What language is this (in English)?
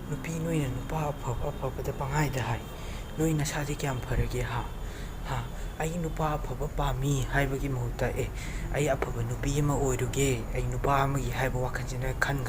Manipuri